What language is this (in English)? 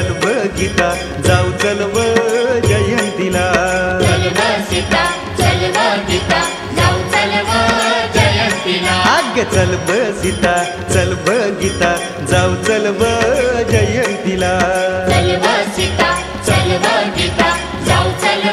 Marathi